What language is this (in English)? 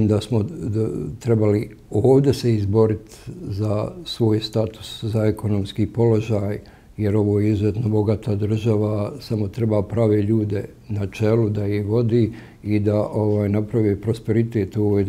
Bosnian